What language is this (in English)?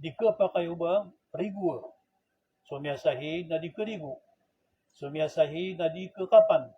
Maranao